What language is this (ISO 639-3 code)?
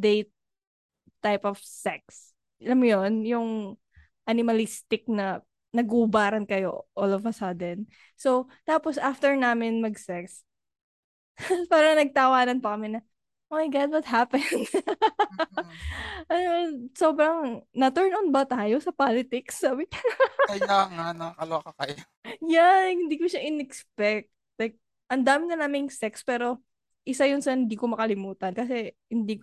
fil